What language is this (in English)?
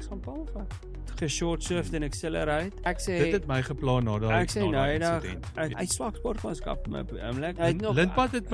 Afrikaans